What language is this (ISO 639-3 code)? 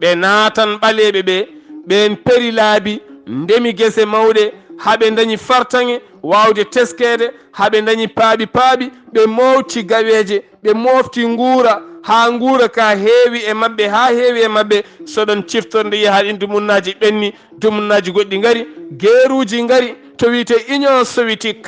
ful